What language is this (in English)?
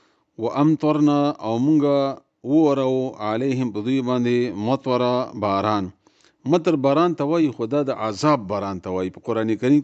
Pashto